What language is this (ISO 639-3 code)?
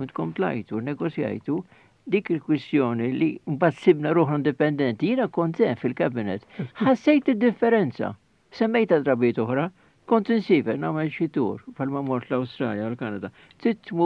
mlt